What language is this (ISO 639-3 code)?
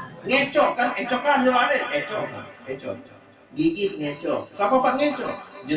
sas